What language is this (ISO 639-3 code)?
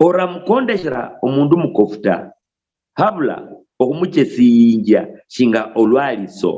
luy